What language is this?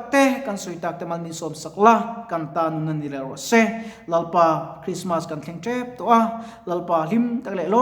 Mizo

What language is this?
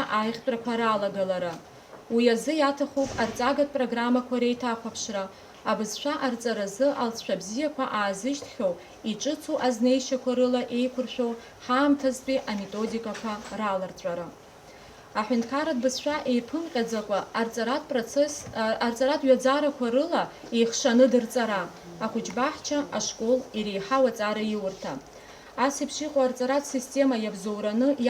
Abkhazian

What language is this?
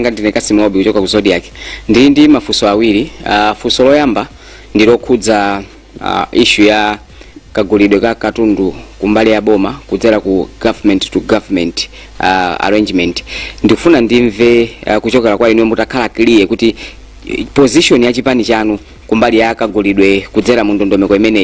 Nyanja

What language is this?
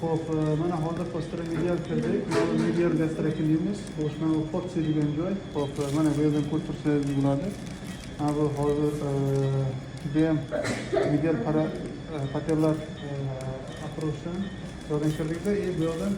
Uzbek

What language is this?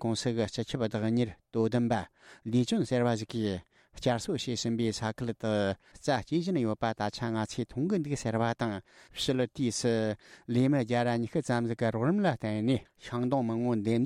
Tibetan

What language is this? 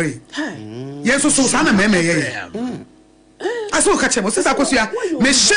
Akan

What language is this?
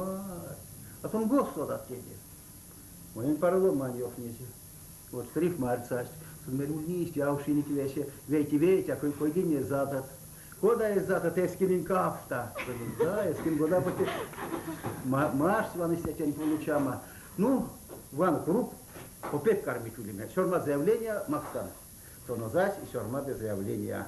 Erzya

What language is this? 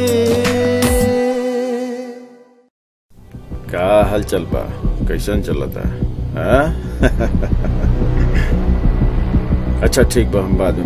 Bhojpuri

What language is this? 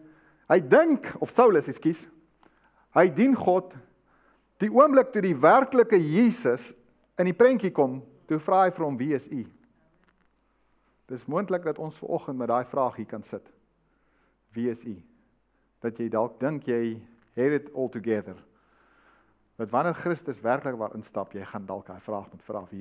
Afrikaans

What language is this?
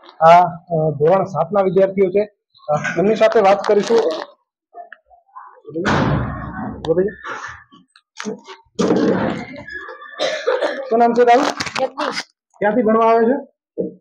Gujarati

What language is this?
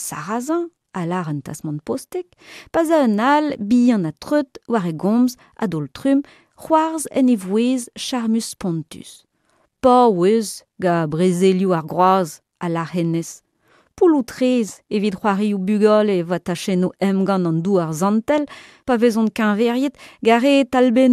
Breton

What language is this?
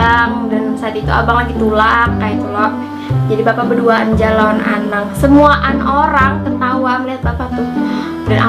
Banjar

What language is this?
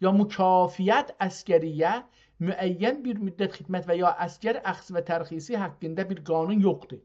South Azerbaijani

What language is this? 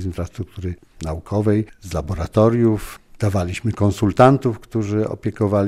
Polish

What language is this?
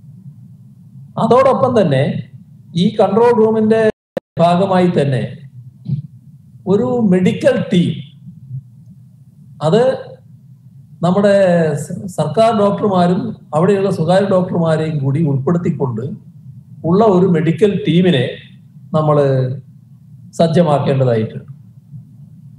Malayalam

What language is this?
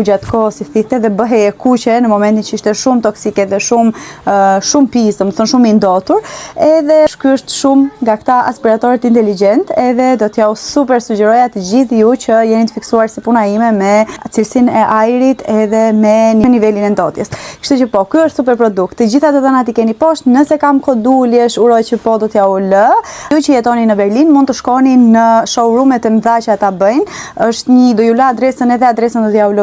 Albanian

